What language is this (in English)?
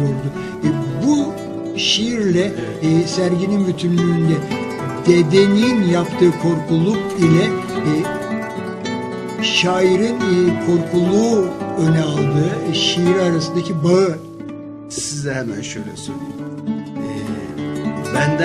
Turkish